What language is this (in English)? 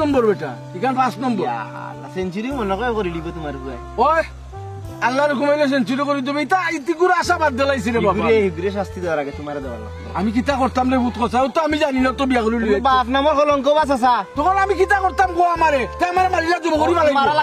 Sylheti